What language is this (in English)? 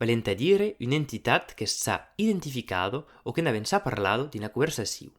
Occitan